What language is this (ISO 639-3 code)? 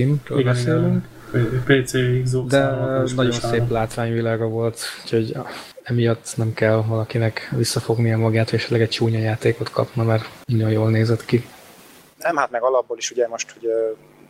hun